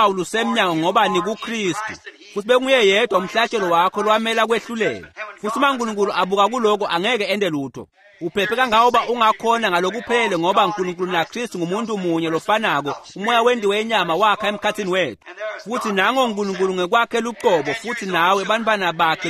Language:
Swati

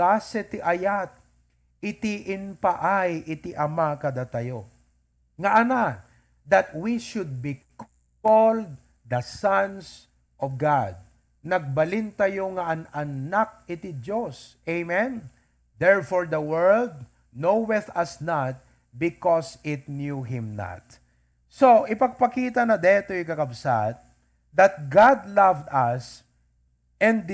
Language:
Iloko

